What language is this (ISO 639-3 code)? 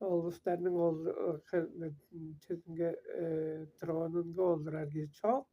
tyv